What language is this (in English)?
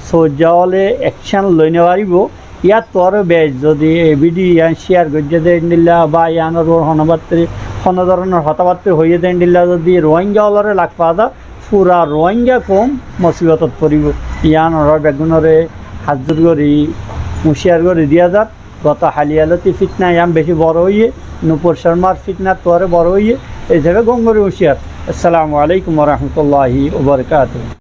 Rohingya